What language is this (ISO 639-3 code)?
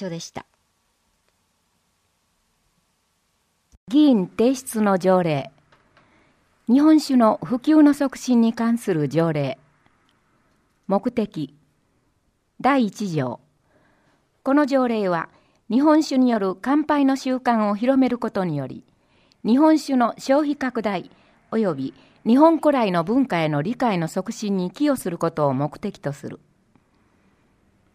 jpn